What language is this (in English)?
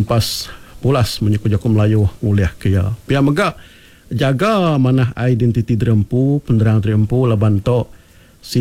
Iban